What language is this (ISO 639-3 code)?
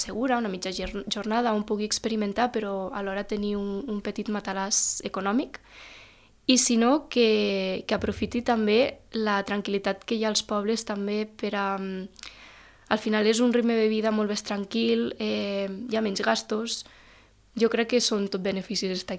cat